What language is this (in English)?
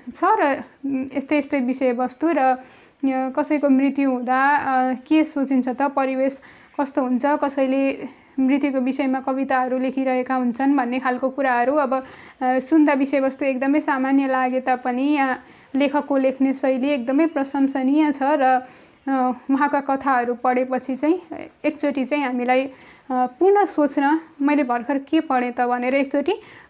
Nepali